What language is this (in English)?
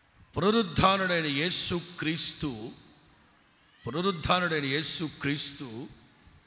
Telugu